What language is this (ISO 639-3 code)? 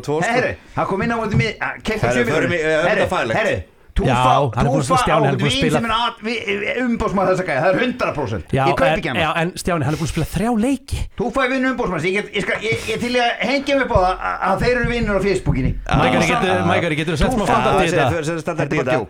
isl